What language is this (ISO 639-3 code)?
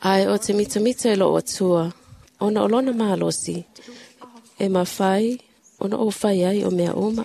smo